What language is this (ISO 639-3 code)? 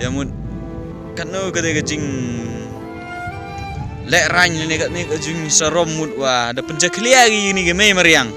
pbv